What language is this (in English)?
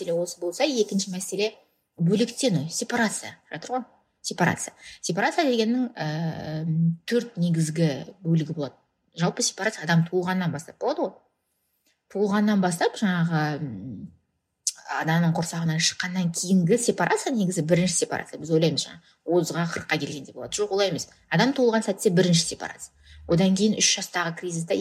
Kazakh